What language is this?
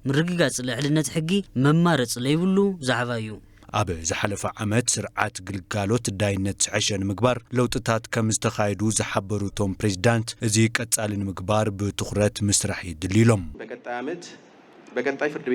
Tigrinya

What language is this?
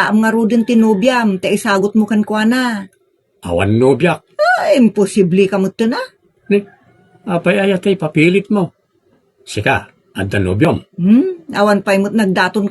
Iloko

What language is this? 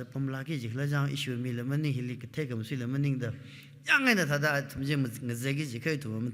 Tangkhul Naga (India)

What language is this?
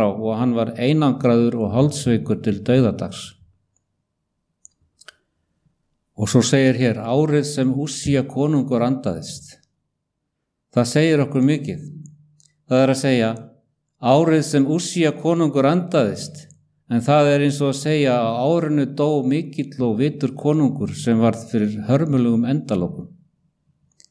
Icelandic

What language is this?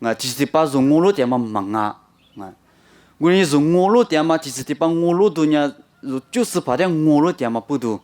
Lisu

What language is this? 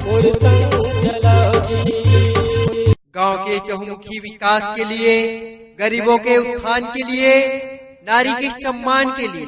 Chhattisgarhi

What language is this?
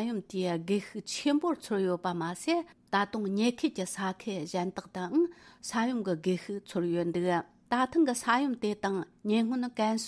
Tibetan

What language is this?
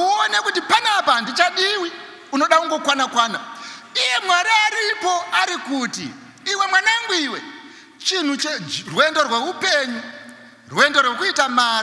Shona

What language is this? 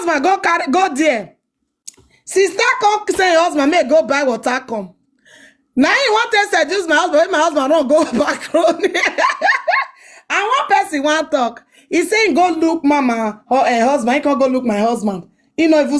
Nigerian Pidgin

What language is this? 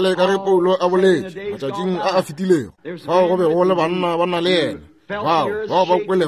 Northern Sotho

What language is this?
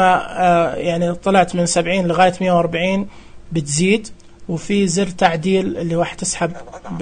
Najdi Arabic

